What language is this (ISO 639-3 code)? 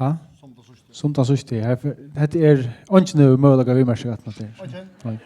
fao